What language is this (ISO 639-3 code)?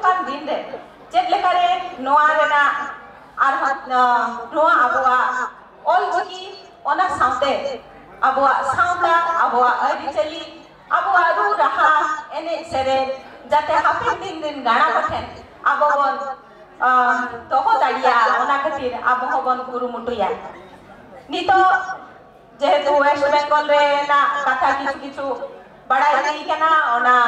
sat